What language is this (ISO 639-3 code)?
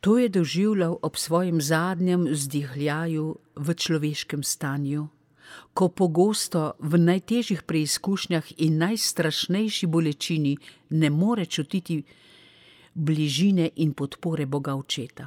slv